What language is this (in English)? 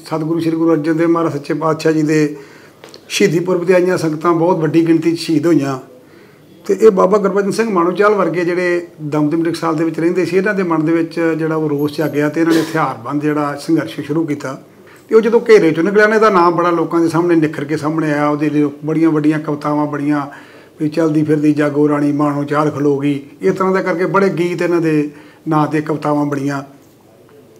Punjabi